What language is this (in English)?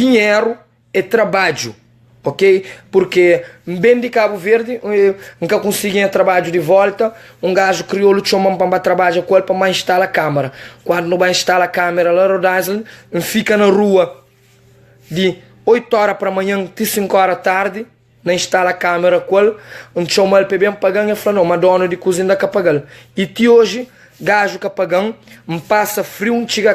Kabuverdianu